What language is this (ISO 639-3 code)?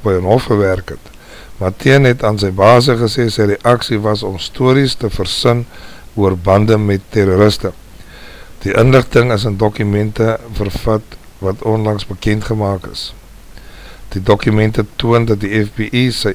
afr